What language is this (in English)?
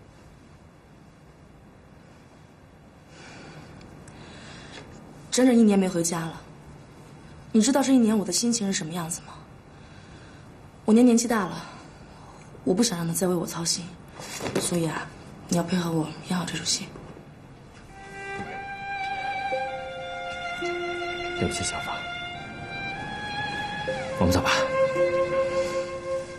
Chinese